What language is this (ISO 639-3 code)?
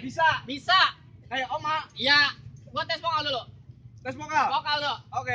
bew